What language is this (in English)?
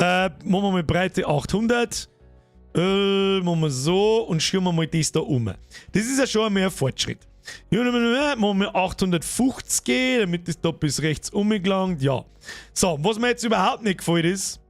Bavarian